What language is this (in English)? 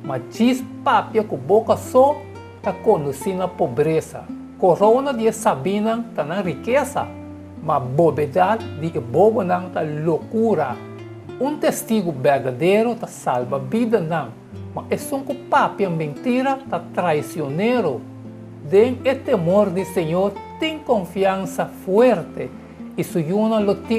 Papiamento